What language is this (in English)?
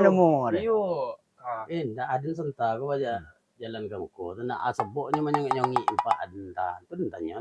Minangkabau